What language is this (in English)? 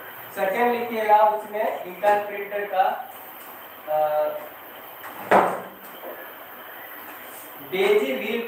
Hindi